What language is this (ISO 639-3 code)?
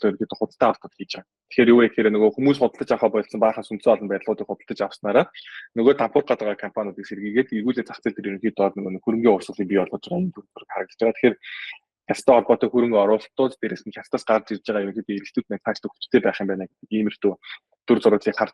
mon